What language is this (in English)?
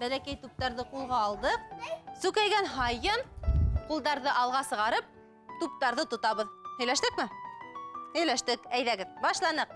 Bashkir